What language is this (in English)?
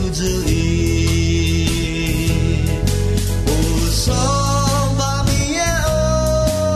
Akha